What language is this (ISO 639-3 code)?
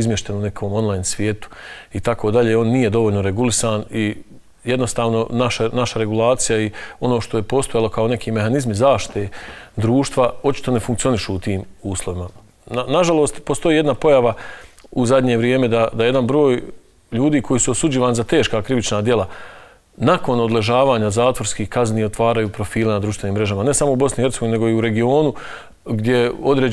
bos